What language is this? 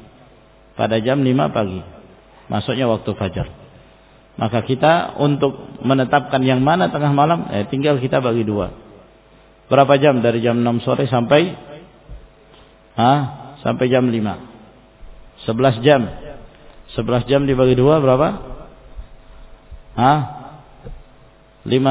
Indonesian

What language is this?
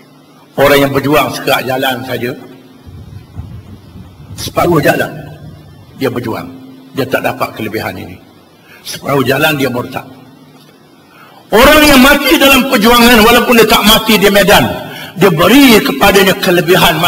Malay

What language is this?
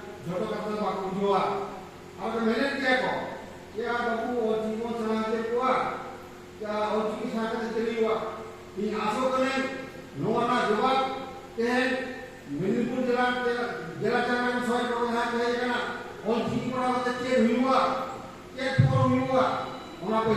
Santali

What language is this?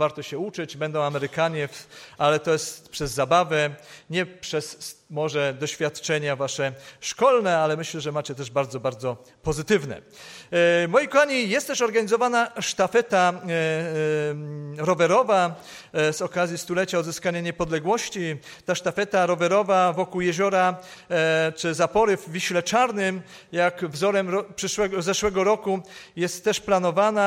Polish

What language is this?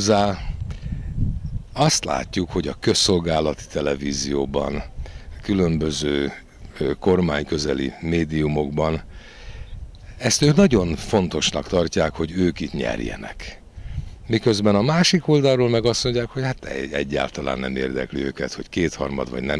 Hungarian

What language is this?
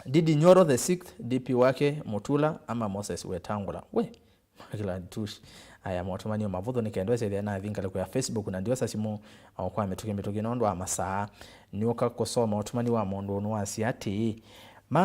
Kamba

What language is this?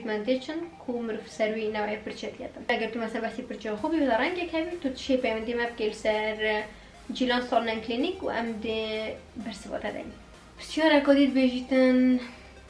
Kurdish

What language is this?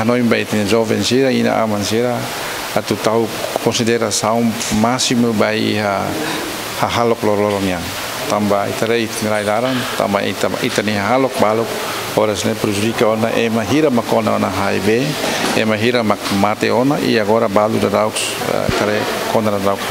Tetum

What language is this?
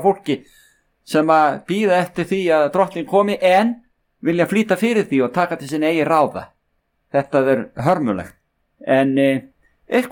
Icelandic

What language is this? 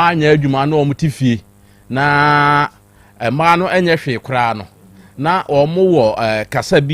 Akan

